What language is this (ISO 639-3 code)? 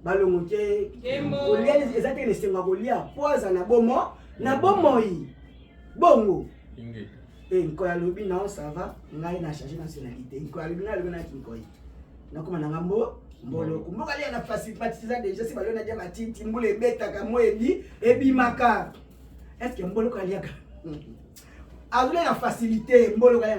lin